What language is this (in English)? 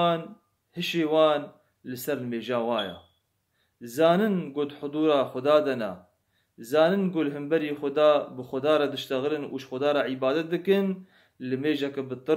Kurdish